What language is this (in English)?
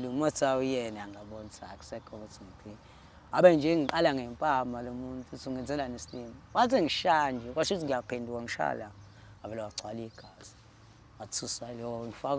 Zulu